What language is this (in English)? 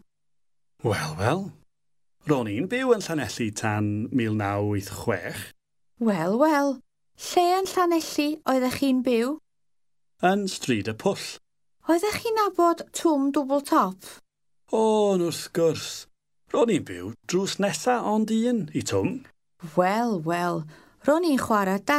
Welsh